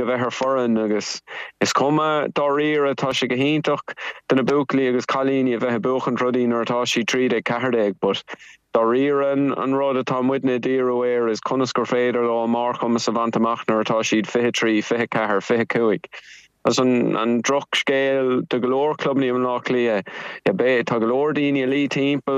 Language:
Irish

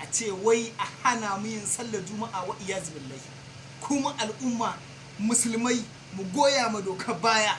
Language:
Hausa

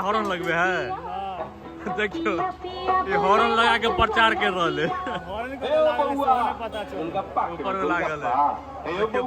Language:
Maithili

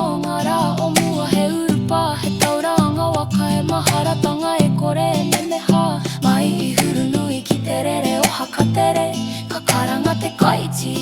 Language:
Māori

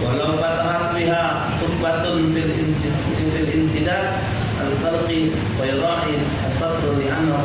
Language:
Musi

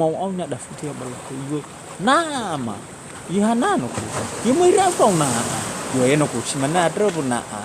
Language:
Nias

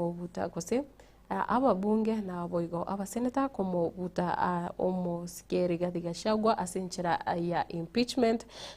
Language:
Gusii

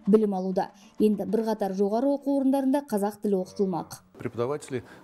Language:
Kazakh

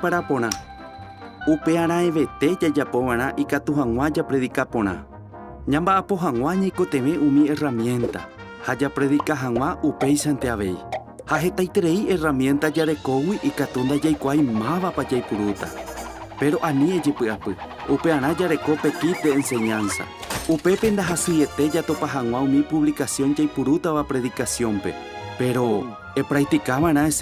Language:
Guarani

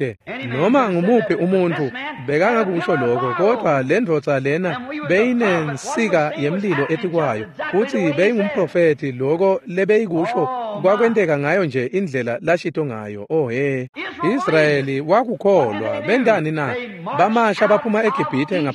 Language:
Swati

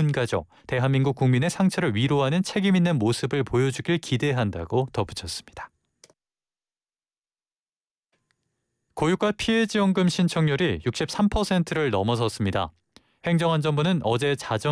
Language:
Korean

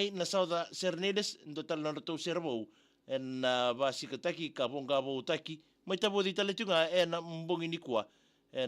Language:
Fijian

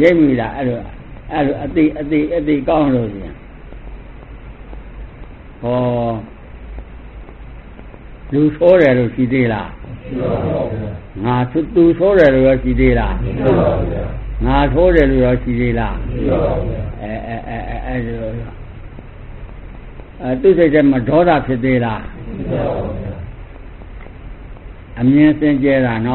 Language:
Burmese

